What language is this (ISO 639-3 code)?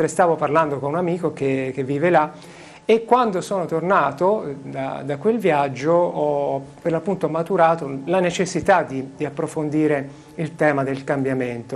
ita